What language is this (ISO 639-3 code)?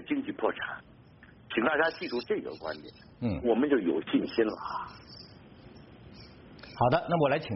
zho